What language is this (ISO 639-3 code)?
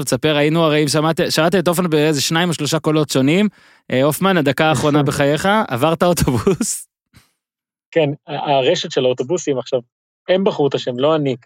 heb